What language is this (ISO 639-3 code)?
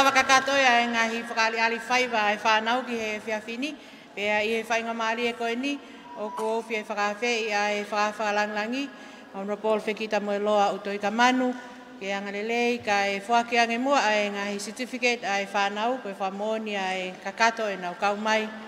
ton